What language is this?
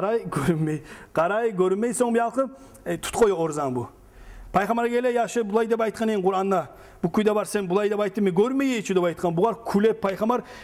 Kumyk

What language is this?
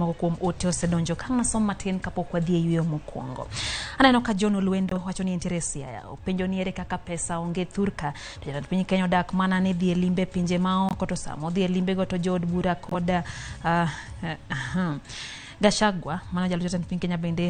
Luo (Kenya and Tanzania)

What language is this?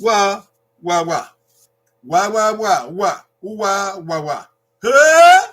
Bini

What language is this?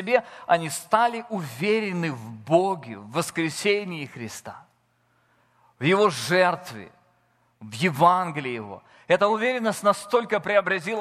Russian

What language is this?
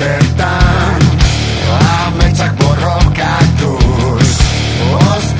Basque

